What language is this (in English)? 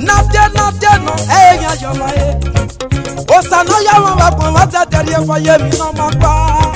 Esan